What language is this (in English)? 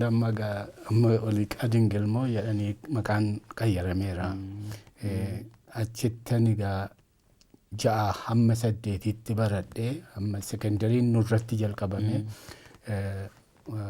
Oromo